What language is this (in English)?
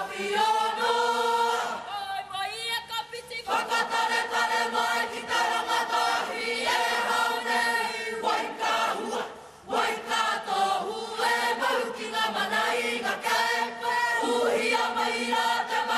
Māori